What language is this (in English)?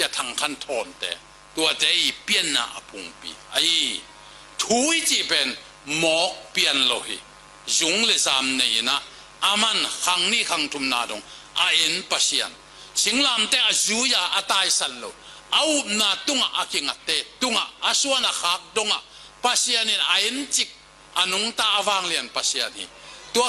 Tedim Chin